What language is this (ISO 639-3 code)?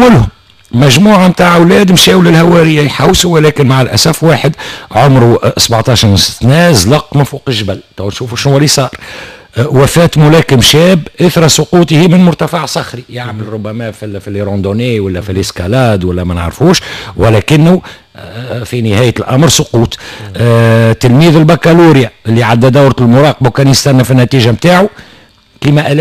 aeb